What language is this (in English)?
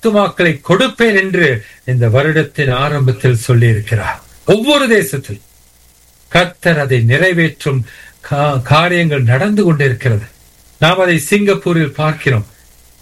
Tamil